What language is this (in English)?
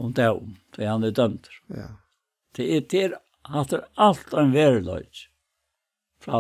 Faroese